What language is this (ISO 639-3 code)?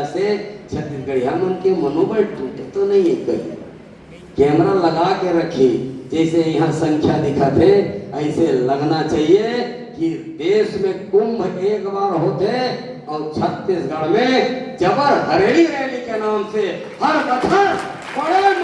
hne